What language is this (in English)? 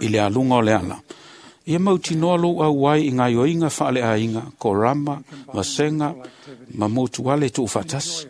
Samoan